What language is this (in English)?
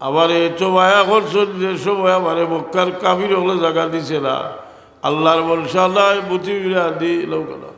Sylheti